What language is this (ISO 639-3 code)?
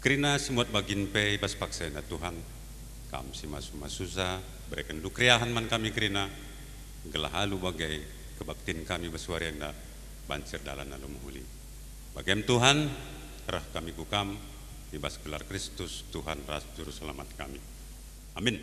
btx